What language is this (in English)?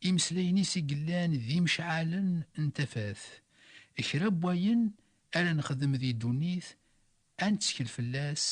Kabyle